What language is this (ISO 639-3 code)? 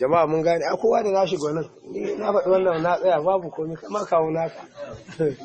hau